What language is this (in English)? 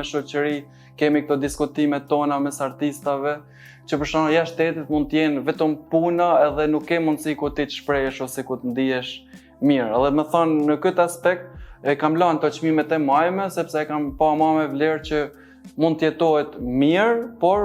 Albanian